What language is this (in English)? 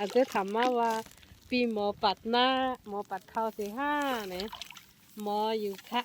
Shan